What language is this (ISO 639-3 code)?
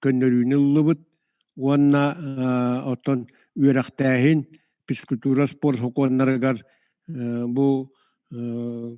sah